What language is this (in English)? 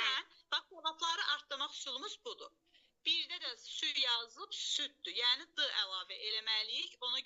Azerbaijani